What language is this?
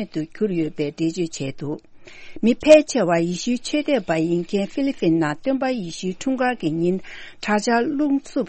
Tibetan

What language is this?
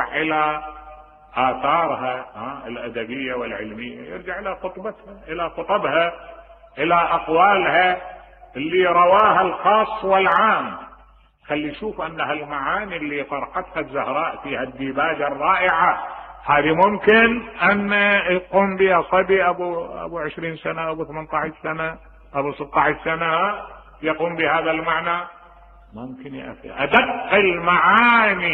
Mesopotamian Arabic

